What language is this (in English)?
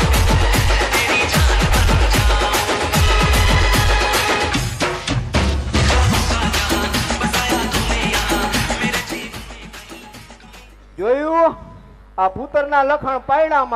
Gujarati